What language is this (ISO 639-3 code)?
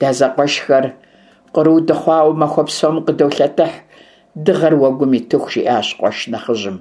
kbd